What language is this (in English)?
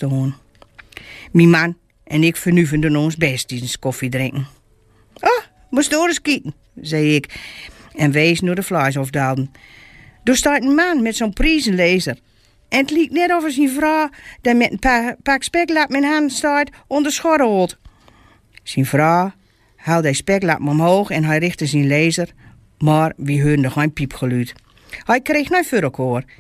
Gronings